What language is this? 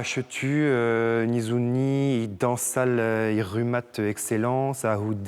Breton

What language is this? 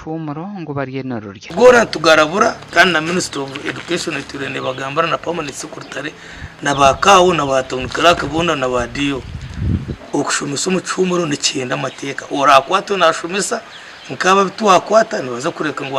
Nyankole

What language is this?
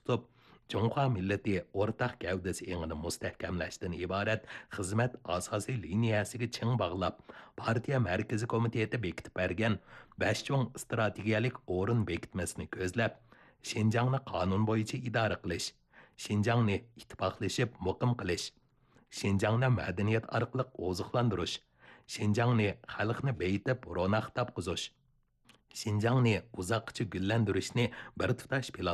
Uyghur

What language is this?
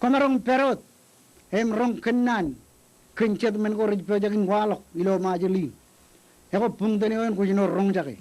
Marshallese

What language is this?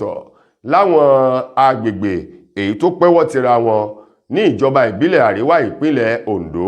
Yoruba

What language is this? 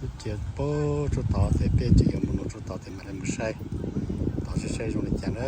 Hmong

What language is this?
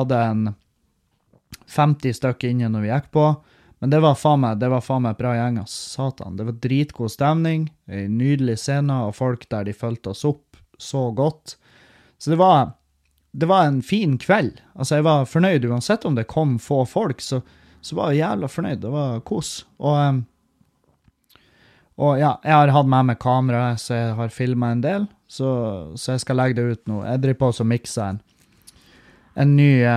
Norwegian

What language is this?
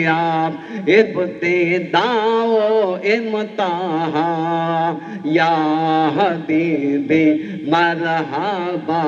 Urdu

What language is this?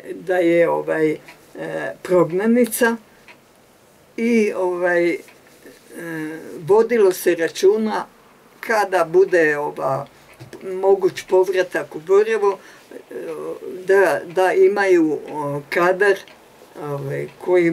Croatian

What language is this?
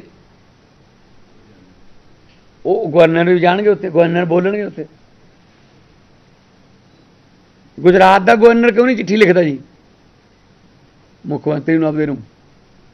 Punjabi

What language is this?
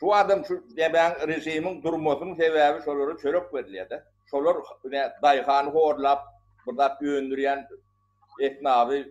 Turkmen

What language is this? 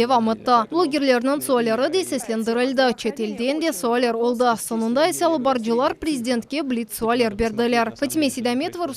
Crimean Tatar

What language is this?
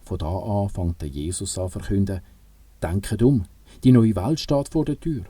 Swiss German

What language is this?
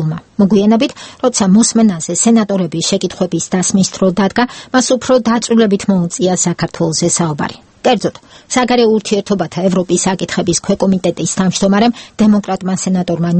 Georgian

